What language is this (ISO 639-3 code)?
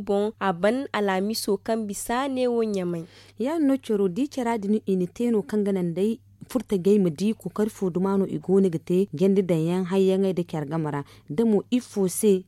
dje